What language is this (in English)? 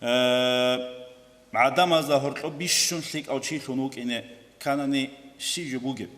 Avaric